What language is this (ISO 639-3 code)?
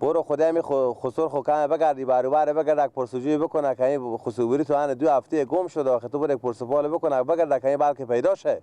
fas